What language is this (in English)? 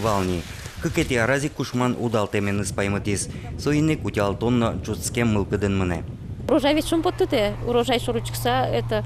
Udmurt